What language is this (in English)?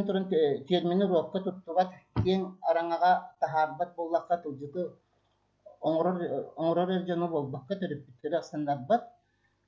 Yakut